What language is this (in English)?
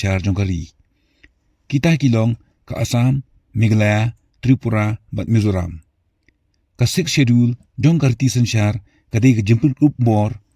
Khasi